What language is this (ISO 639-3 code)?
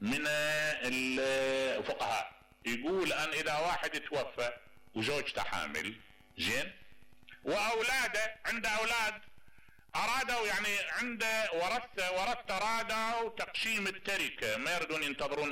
acm